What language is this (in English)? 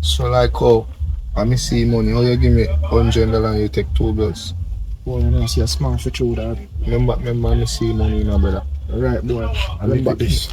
Jamaican Creole English